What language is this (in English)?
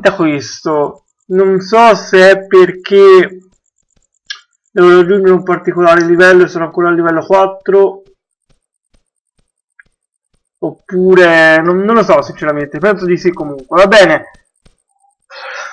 Italian